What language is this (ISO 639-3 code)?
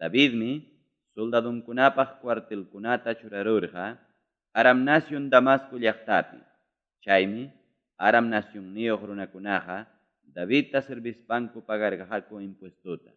quy